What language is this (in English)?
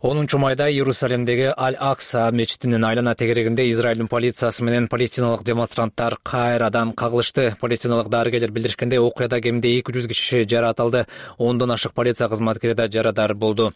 Kyrgyz